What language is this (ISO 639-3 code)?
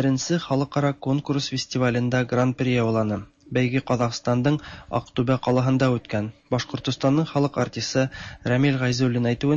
tat